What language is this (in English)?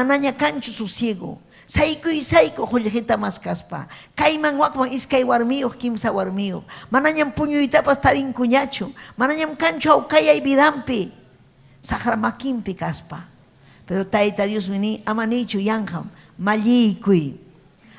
Ayacucho Quechua